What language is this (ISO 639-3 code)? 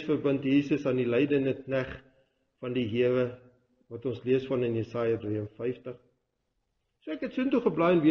afr